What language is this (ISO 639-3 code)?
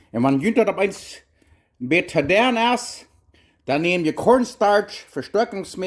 pdt